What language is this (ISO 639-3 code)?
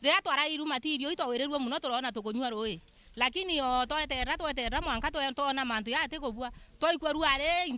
mer